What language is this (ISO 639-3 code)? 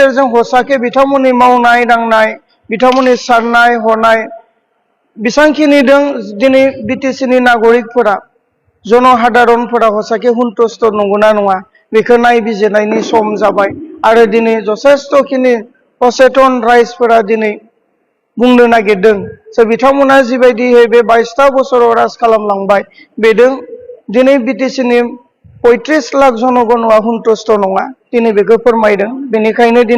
brx